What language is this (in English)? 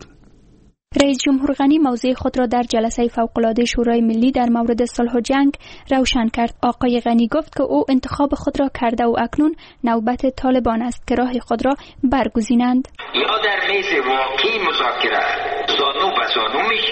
Persian